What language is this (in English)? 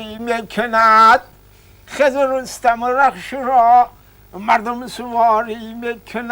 Tajik